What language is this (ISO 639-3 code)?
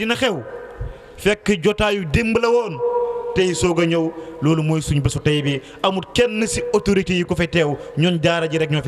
wol